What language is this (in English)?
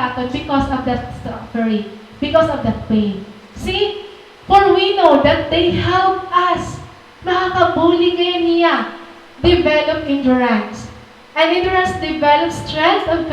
Waray